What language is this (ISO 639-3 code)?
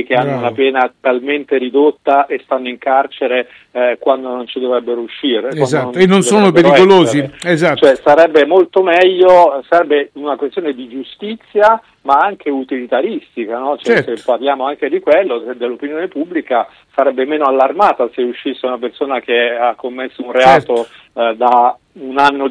ita